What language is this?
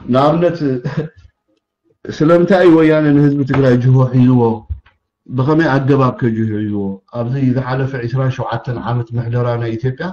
Tigrinya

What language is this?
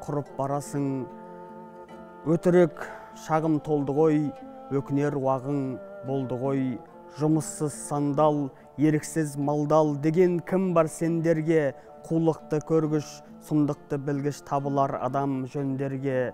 Kazakh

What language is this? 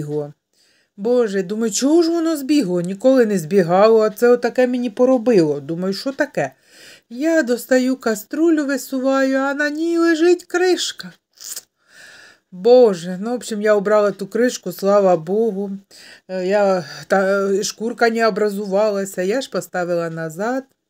Ukrainian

